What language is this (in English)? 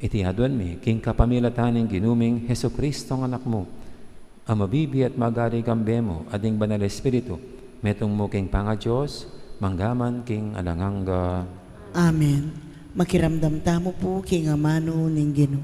Pampanga